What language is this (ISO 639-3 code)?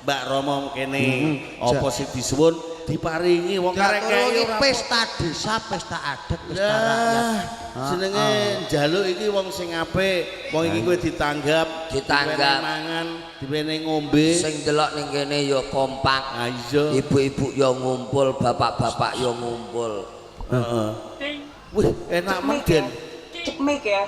jav